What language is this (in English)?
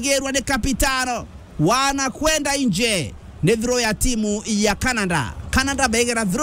Meru